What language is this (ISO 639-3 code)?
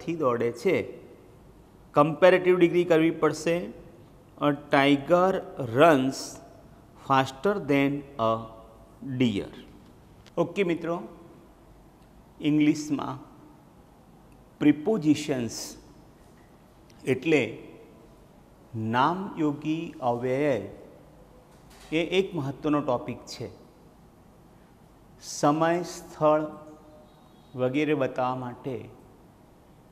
guj